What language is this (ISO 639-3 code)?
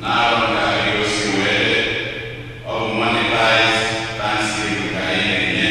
ibo